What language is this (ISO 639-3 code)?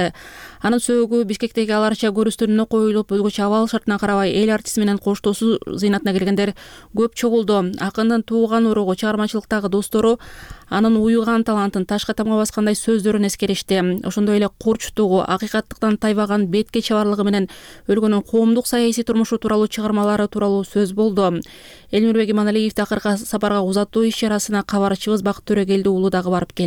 kir